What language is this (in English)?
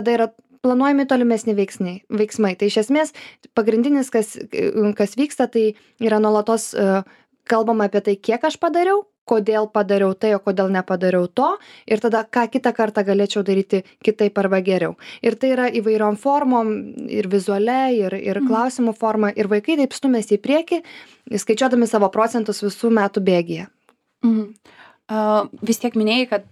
Lithuanian